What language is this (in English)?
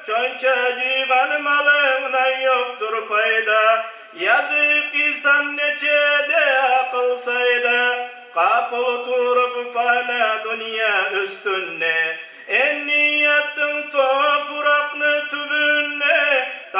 Kumyk